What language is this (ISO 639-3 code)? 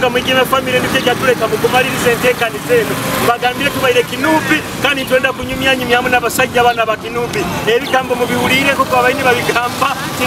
nyo